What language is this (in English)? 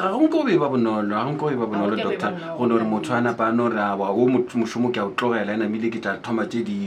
Northern Sotho